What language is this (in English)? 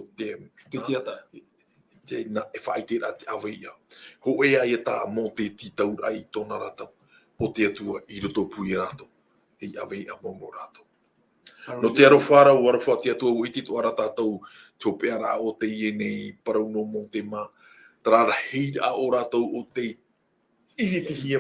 Tahitian